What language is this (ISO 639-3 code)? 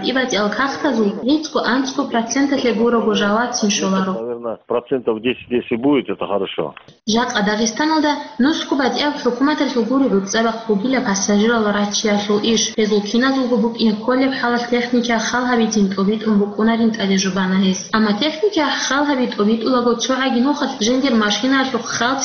ava